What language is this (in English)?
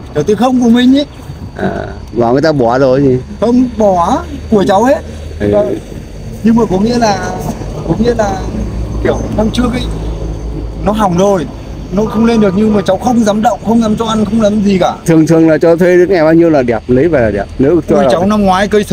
Vietnamese